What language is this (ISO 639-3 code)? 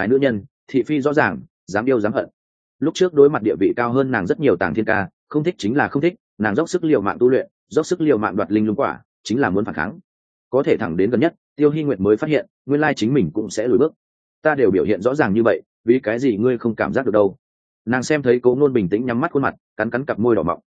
vie